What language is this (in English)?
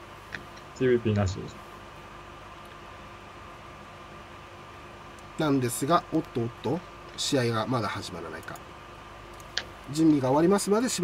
Japanese